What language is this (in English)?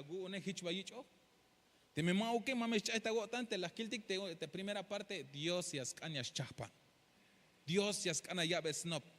Tzeltal